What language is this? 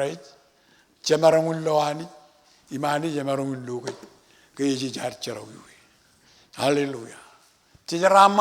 Marshallese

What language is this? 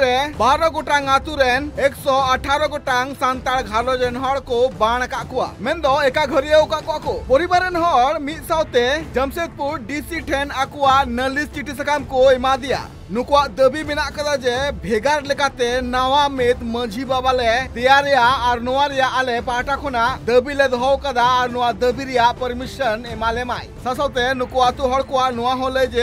Santali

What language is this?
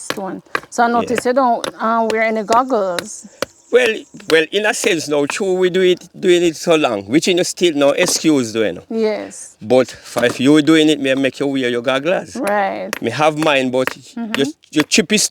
Jamaican Creole English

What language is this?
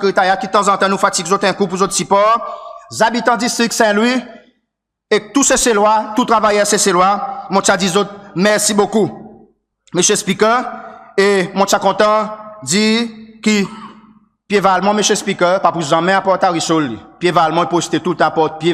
Seselwa Creole French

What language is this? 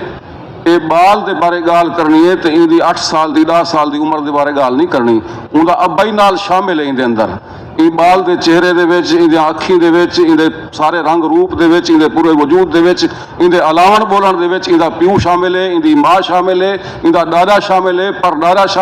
Saraiki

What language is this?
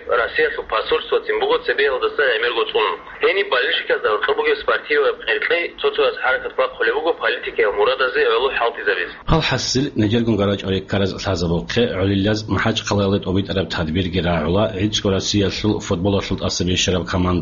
Avaric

